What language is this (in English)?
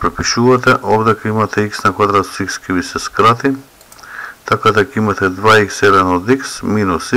Macedonian